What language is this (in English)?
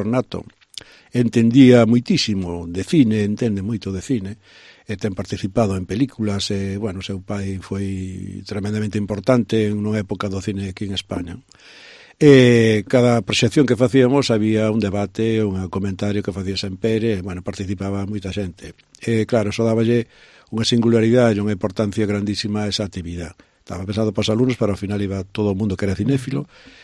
Galician